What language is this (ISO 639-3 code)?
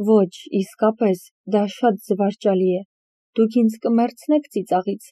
hye